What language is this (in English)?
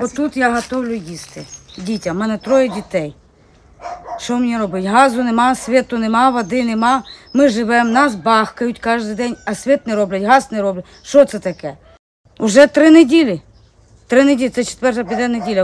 Ukrainian